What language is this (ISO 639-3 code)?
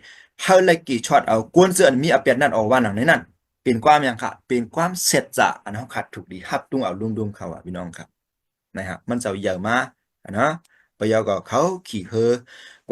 shn